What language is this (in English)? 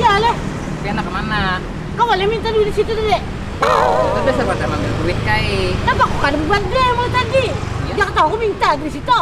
Banjar